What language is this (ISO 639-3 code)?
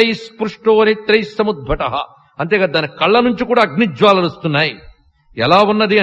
tel